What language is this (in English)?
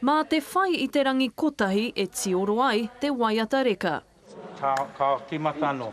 Māori